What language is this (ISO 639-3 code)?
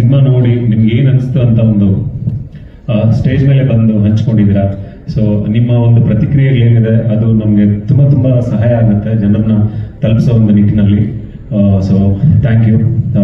kan